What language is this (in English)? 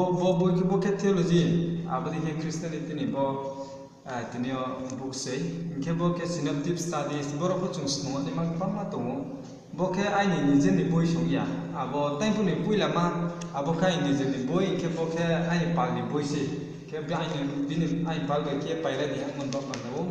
Riang (India)